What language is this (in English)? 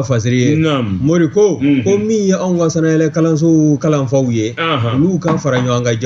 Bambara